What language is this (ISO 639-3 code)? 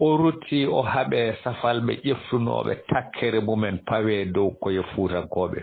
ful